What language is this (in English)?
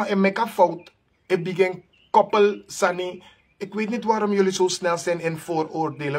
Sranan Tongo